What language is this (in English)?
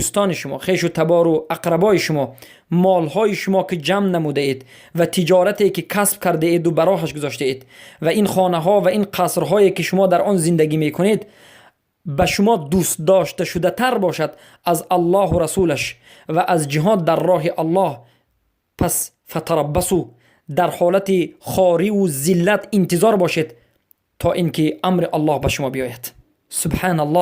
Persian